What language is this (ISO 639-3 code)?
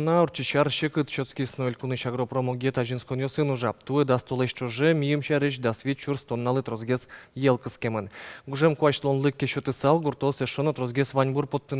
udm